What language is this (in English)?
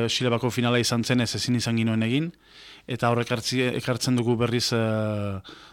Basque